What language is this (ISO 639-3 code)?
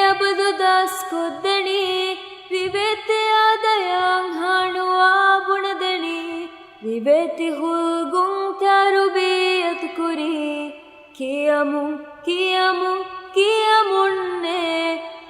div